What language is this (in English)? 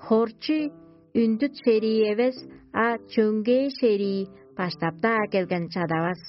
Tuvinian